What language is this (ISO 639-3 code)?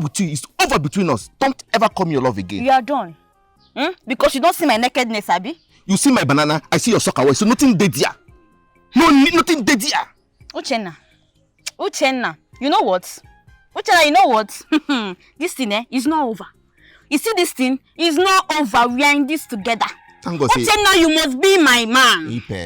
pcm